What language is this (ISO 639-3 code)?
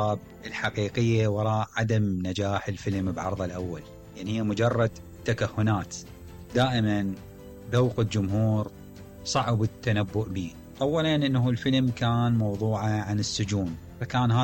acm